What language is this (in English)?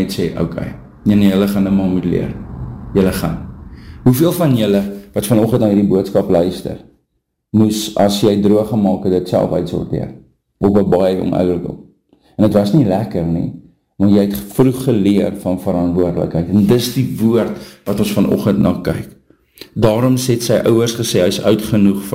Afrikaans